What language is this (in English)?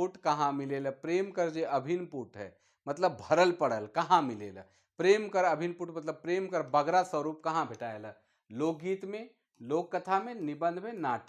Sadri